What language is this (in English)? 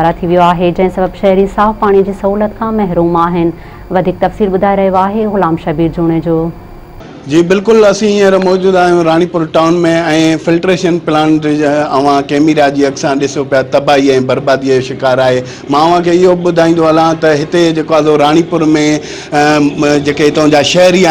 Sindhi